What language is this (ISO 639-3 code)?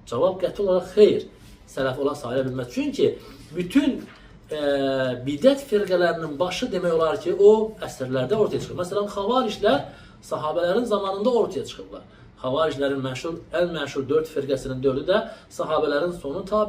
aze